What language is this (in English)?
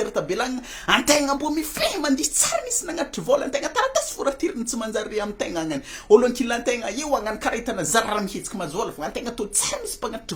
Malagasy